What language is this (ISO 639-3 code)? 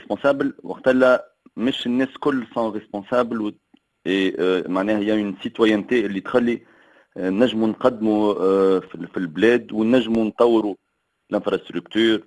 aeb